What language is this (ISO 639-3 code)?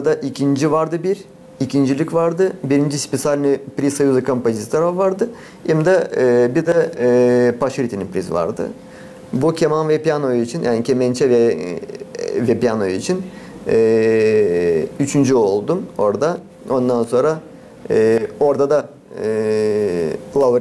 gag